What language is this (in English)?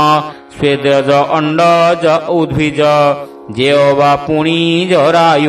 Odia